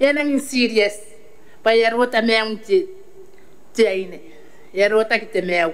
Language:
Gilbertese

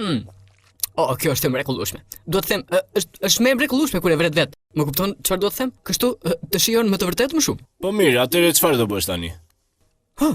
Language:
Albanian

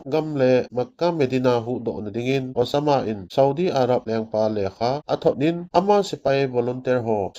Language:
Thado Chin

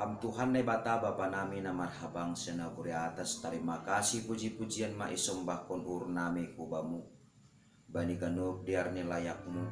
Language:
Batak Simalungun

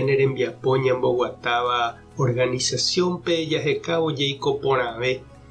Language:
Guarani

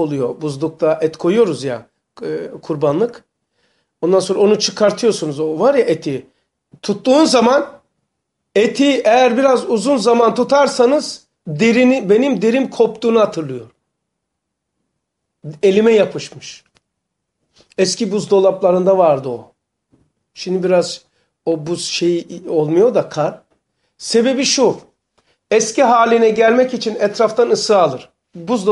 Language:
Turkish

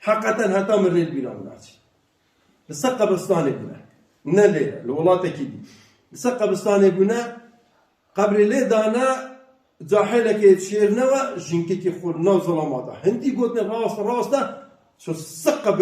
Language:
Kurdish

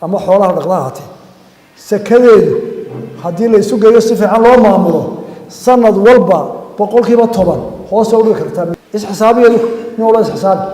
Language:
Somali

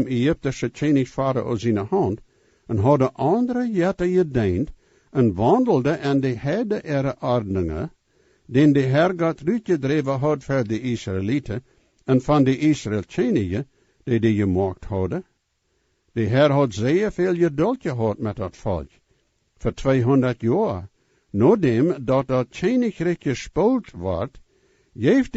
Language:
Plautdietsch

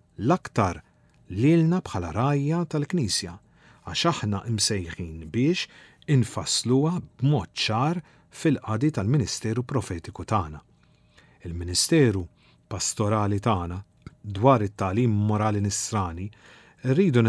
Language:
Maltese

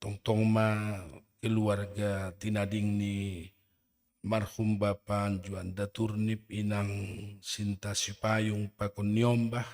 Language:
Batak Simalungun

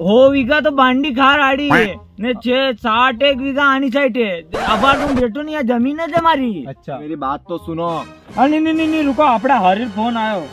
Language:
Rajasthani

